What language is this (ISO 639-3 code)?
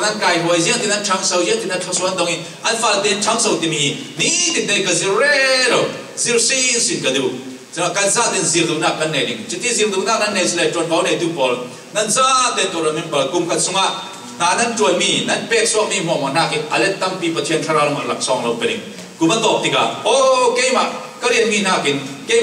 cfm